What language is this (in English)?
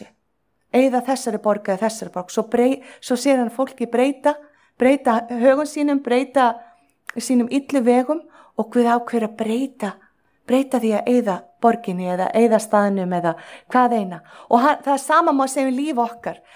Icelandic